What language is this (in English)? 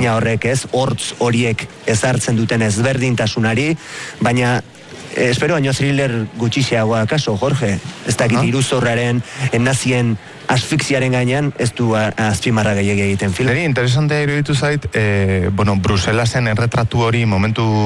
Basque